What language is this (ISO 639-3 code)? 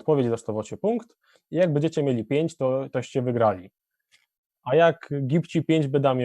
szl